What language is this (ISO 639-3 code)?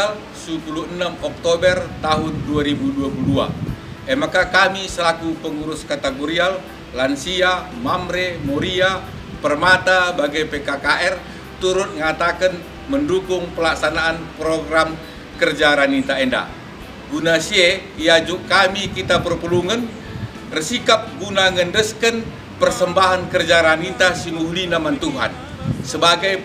btx